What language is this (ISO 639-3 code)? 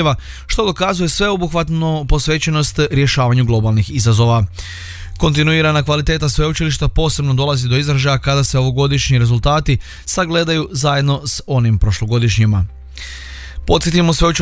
hrv